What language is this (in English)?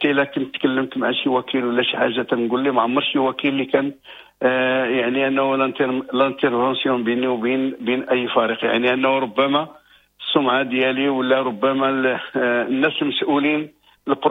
Moroccan Arabic